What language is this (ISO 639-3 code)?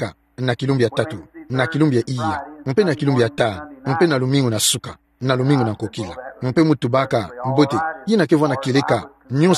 ktu